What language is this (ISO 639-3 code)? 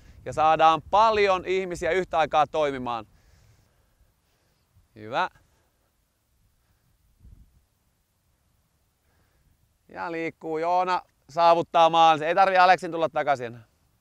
fin